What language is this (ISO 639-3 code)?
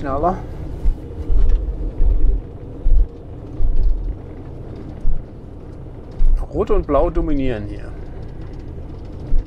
deu